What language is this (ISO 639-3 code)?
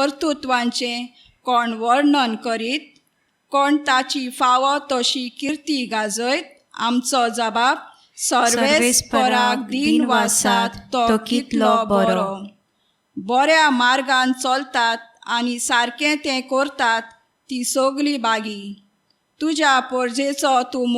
kok